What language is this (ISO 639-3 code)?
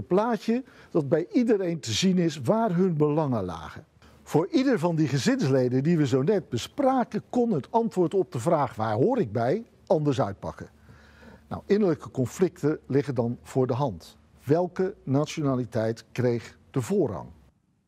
nld